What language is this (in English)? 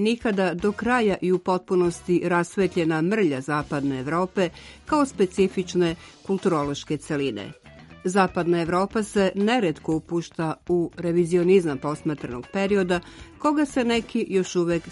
Serbian